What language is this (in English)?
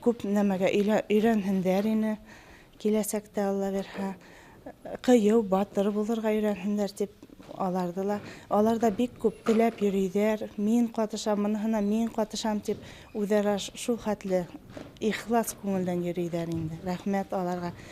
Bashkir